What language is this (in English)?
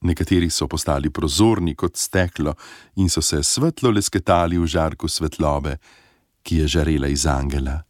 Slovenian